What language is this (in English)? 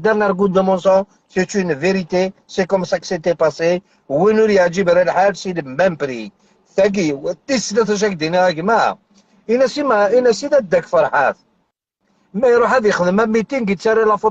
Algerian Arabic